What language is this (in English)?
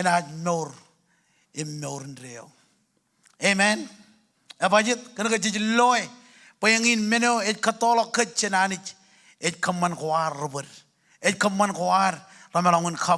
Marshallese